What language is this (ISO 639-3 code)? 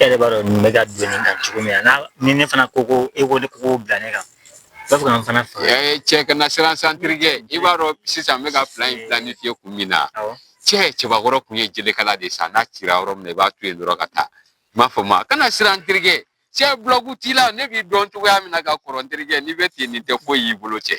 bam